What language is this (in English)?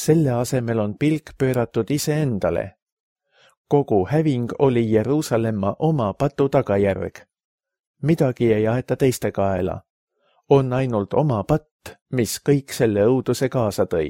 Estonian